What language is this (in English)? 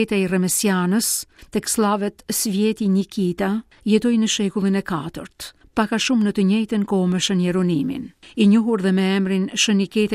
Albanian